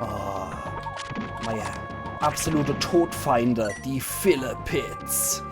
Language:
Palatine German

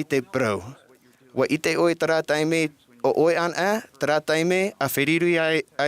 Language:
Tahitian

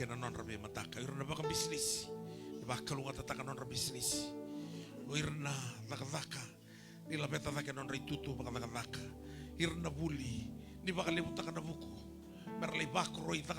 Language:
Fijian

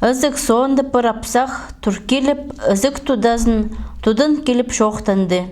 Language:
Khakas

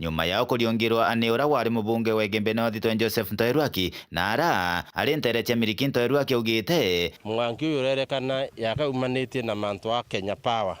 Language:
Meru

